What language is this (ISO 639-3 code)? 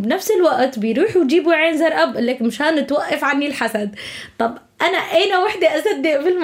apc